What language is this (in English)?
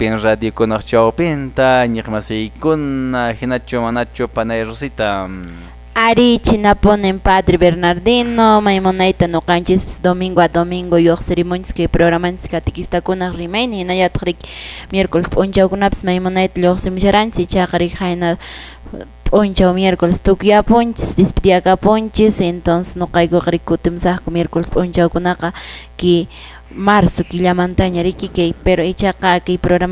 Quechua